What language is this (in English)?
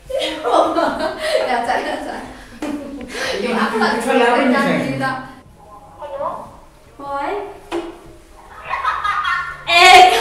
Malay